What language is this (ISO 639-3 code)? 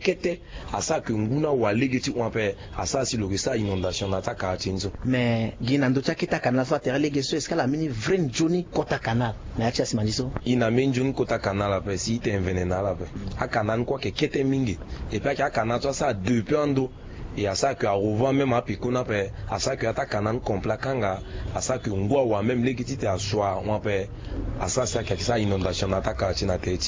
sag